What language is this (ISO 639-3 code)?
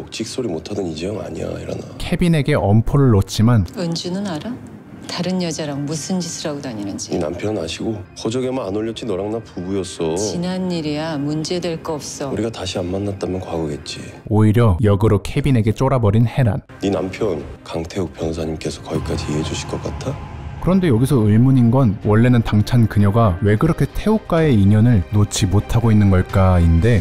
kor